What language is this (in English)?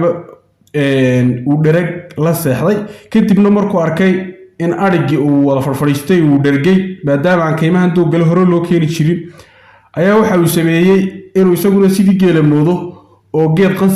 Somali